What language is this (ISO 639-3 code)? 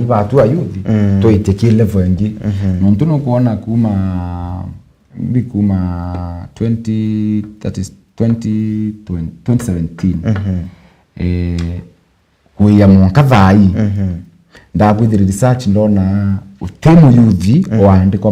mer